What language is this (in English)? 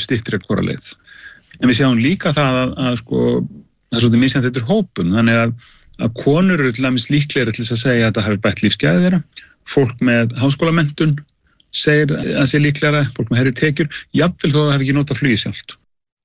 Icelandic